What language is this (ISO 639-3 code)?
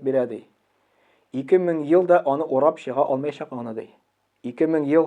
tat